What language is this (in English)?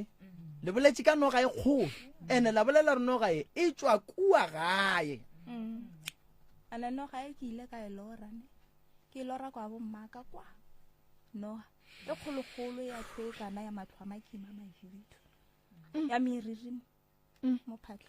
Northern Sotho